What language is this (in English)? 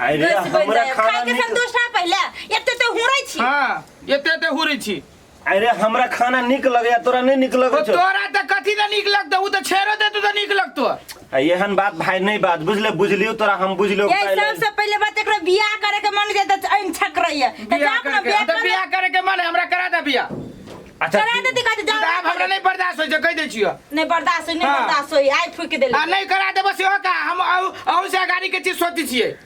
Maithili